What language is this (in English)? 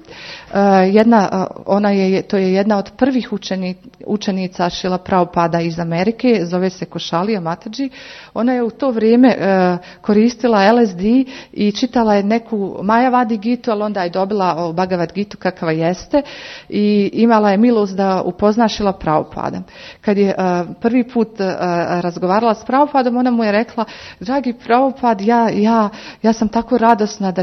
Croatian